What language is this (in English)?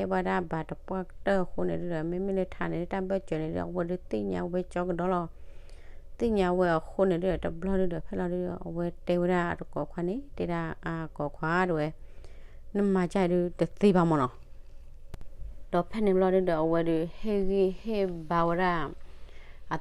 S'gaw Karen